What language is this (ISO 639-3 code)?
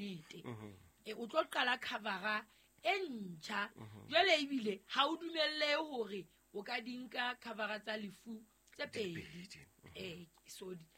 sot